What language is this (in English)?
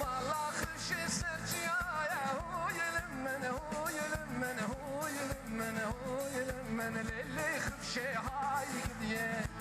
Kurdish